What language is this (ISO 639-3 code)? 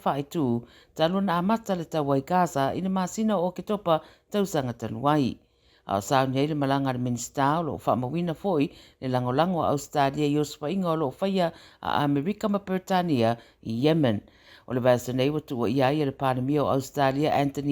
smo